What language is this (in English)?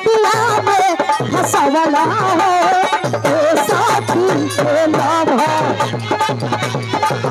Bhojpuri